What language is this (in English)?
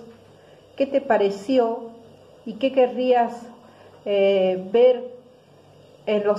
Spanish